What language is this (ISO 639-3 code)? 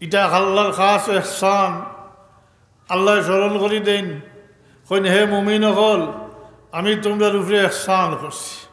syl